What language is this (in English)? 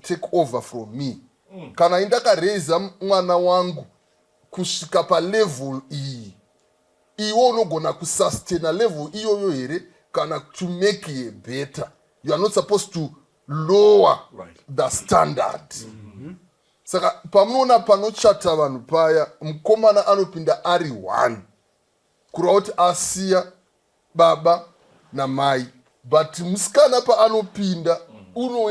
Shona